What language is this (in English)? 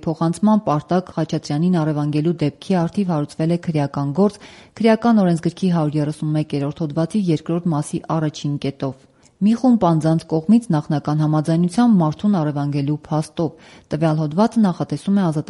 Armenian